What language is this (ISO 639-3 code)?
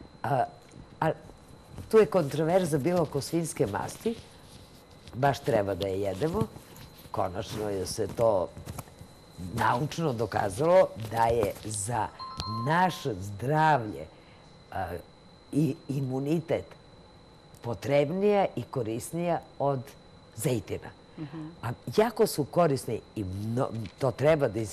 srp